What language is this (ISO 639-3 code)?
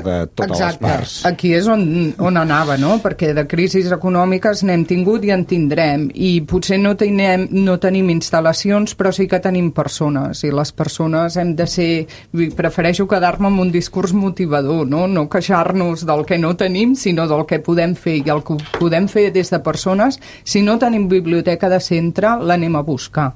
cat